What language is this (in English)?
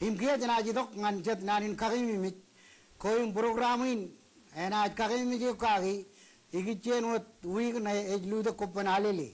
Marshallese